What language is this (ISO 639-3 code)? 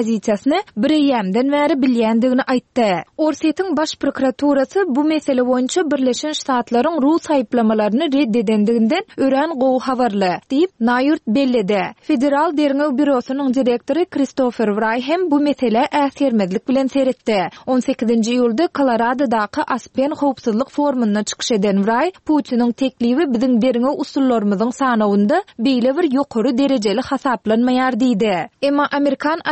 tuk